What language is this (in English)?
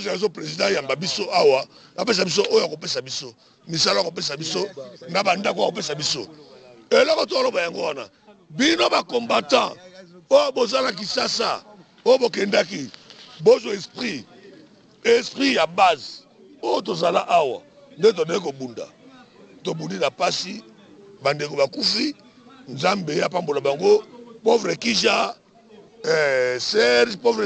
Lingala